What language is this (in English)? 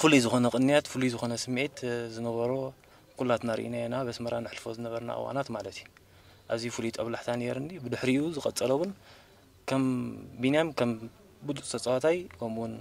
Tigrinya